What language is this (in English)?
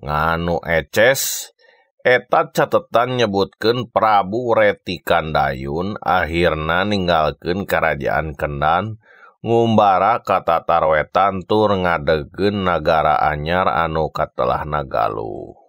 Sundanese